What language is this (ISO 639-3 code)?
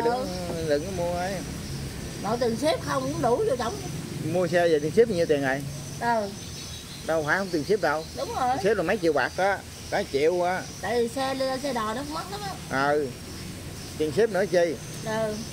vie